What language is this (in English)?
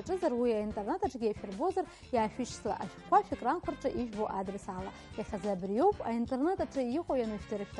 Abkhazian